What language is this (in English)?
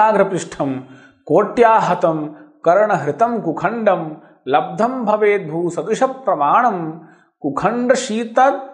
Sanskrit